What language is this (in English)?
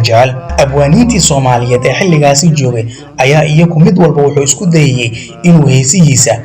Somali